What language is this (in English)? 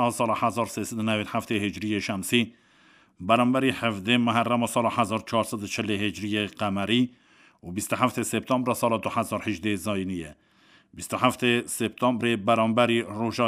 Kurdish